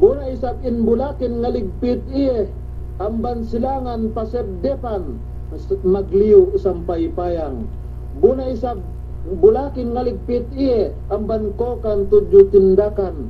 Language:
Yakan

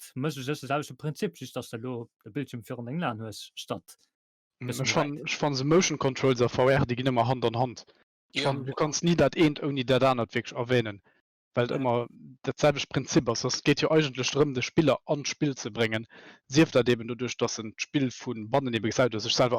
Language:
Luxembourgish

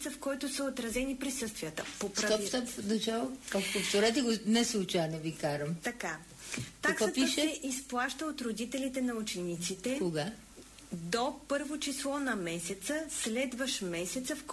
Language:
Bulgarian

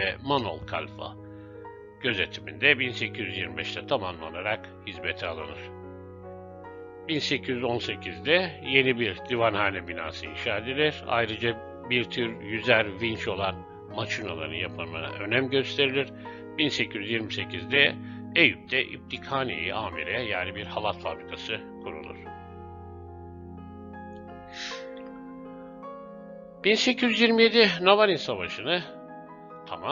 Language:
Turkish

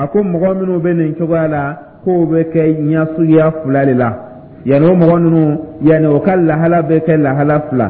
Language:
Dyula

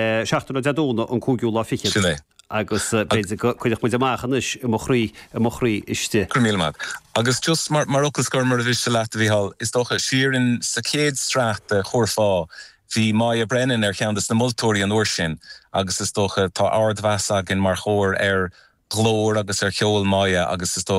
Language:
Irish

